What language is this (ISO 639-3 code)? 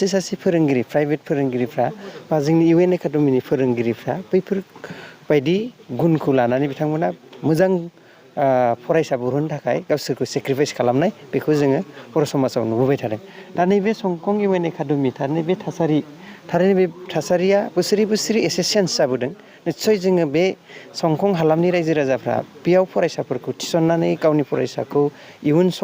brx